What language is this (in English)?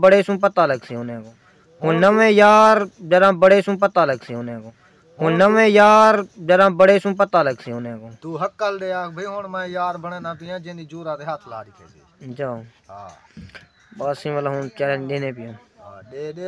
Saraiki